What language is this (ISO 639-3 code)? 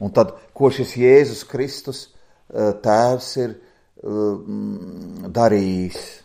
lav